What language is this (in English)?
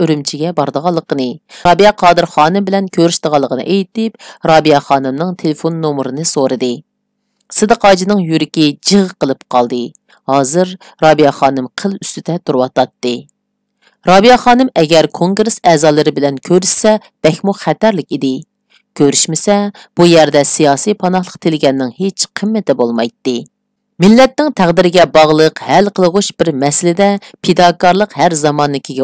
Uyghur